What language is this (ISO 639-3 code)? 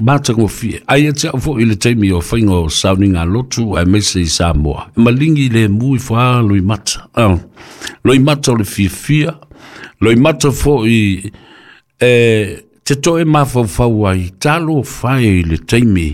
smo